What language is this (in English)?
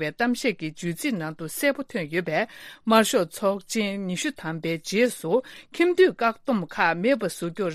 Tibetan